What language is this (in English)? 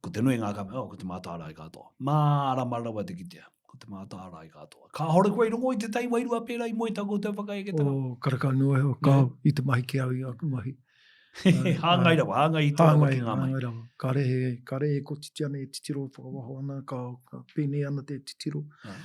Māori